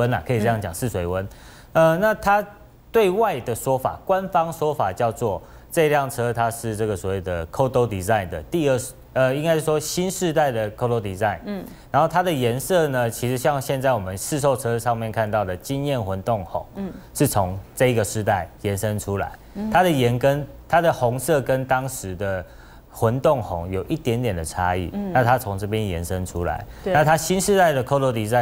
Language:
Chinese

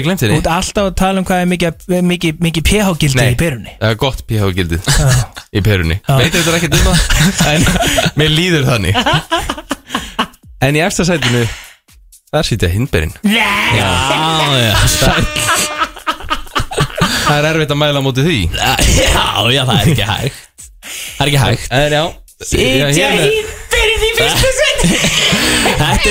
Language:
Icelandic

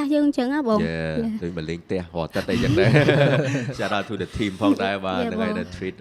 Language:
Khmer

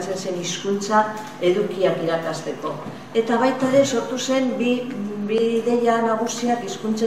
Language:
Basque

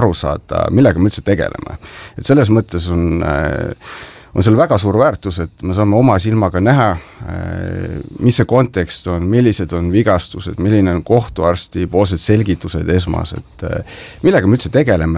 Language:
Estonian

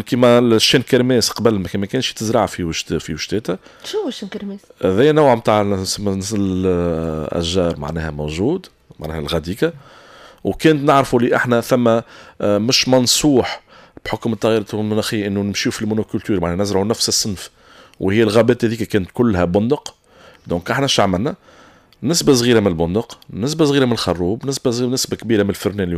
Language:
Tunisian Arabic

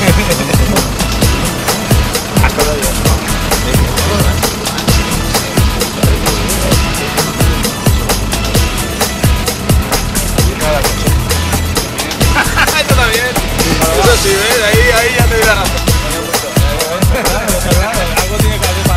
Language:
Spanish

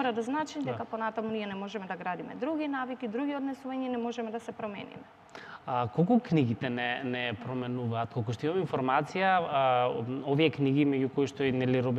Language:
Macedonian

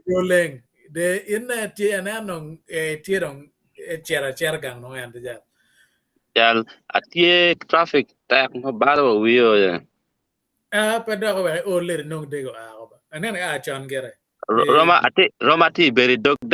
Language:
Acoli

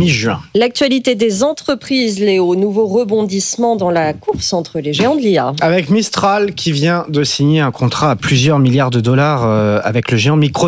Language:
French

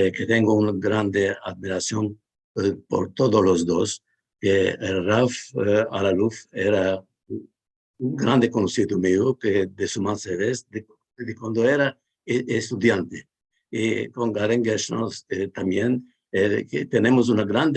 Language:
Ladino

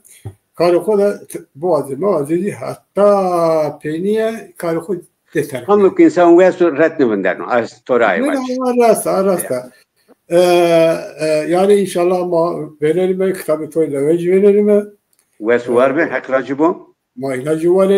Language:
Zaza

